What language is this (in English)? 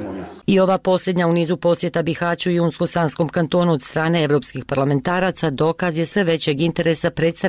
Bosnian